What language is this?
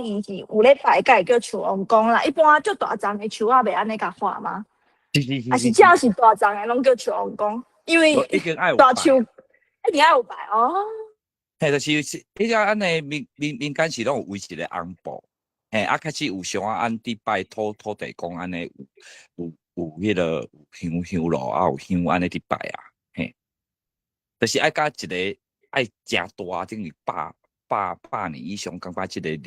Min Nan Chinese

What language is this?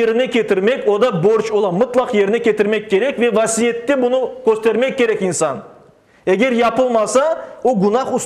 Crimean Tatar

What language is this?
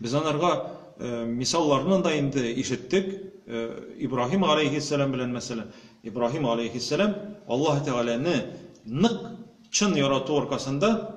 Tatar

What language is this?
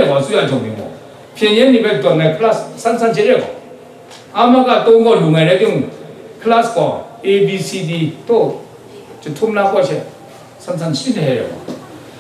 Kachin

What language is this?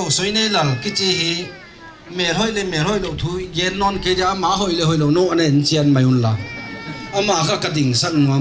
Paite Chin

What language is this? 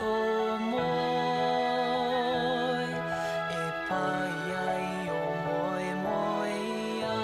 Māori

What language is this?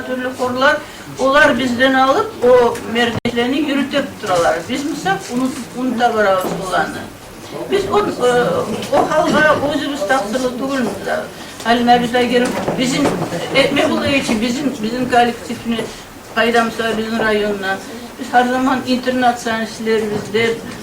Kumyk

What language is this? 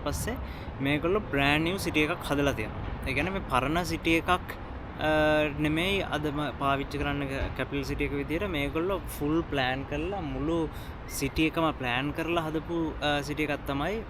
Sinhala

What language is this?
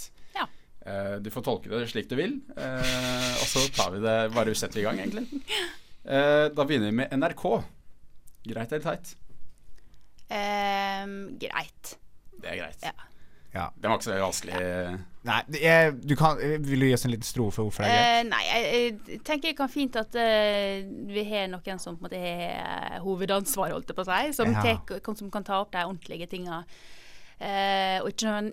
Norwegian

